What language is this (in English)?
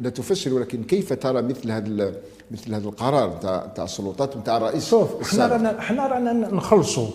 Algerian Arabic